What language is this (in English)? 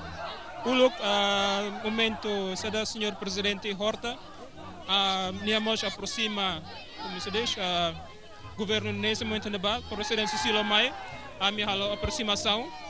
Tetum